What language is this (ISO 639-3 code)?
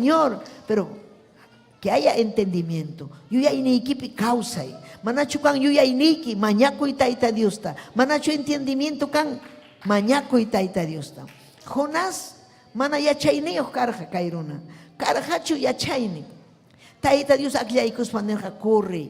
quy